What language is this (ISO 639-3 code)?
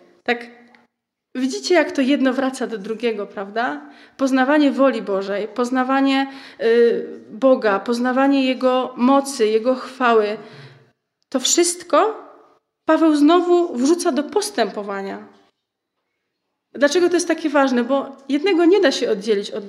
pol